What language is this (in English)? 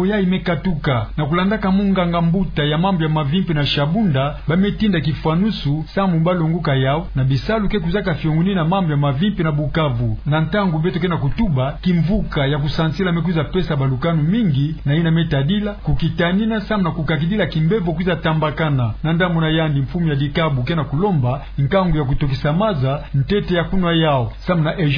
Kituba (Democratic Republic of Congo)